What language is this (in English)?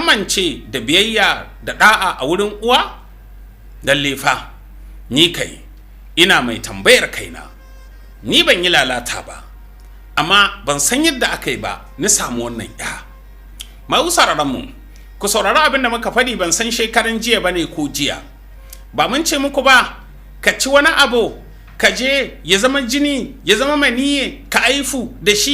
Hausa